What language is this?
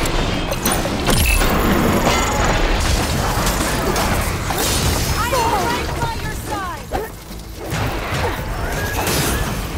English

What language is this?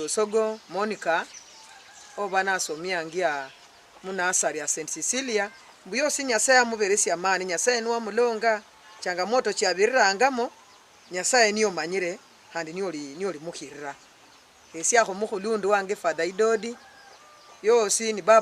Luyia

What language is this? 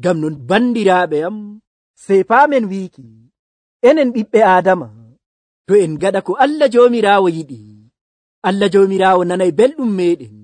Nigerian Fulfulde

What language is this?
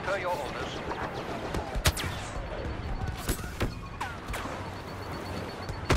English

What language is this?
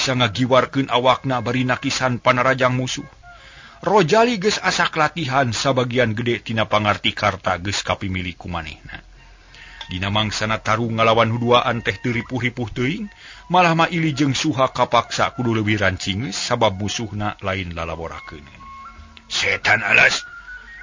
Sundanese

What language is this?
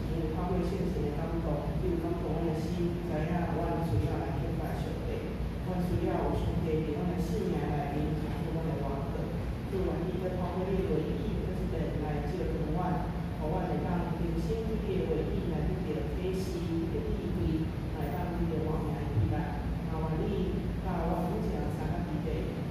Min Nan Chinese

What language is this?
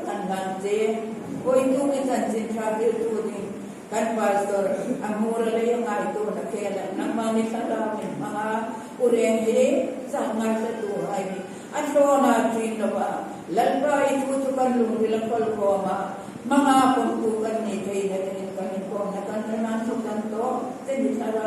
Hmar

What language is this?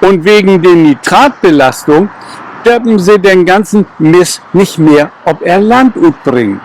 Low German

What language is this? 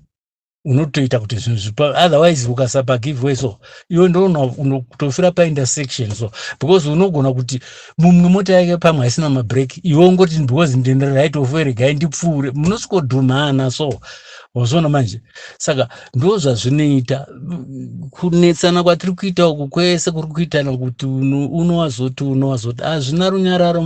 Shona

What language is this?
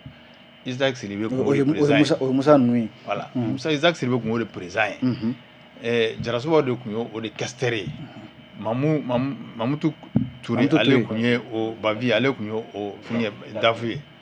Bambara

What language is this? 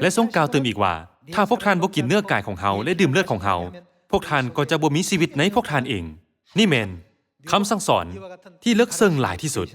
Lao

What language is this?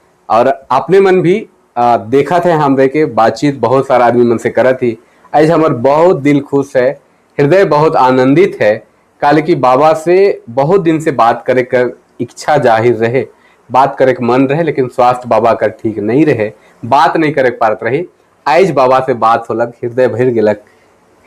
Sadri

